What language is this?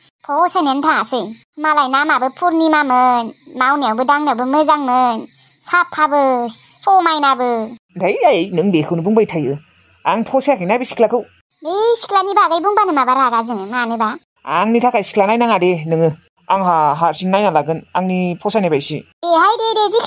Bodo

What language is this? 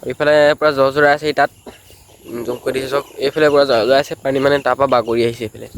Assamese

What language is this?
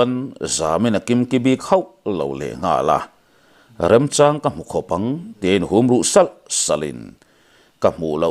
Mizo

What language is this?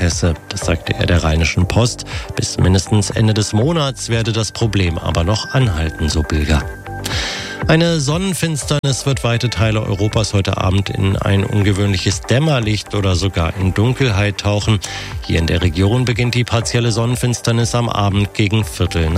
German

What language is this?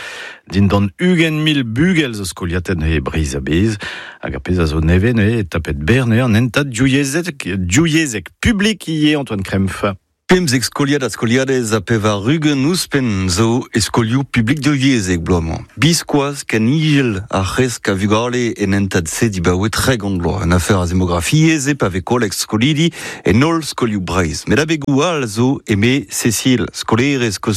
Breton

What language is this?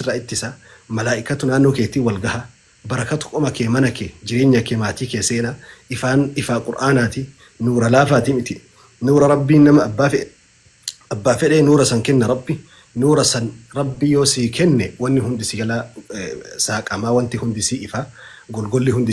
Oromo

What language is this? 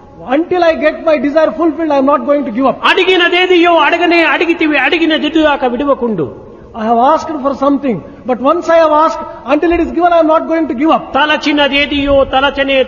Telugu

